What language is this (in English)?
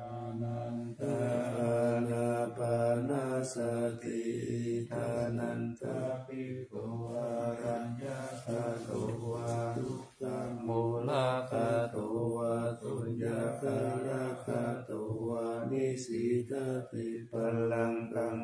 Pali